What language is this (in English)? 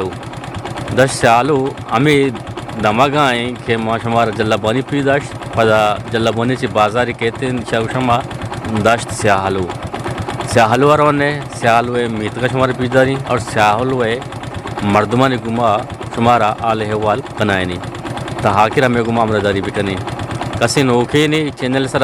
Eastern Balochi